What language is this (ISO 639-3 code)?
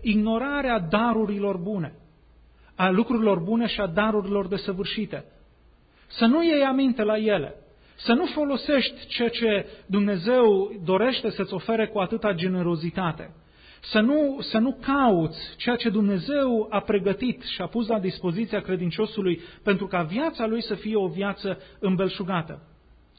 ron